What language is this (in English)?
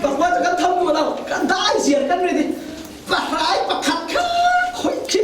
Falam Chin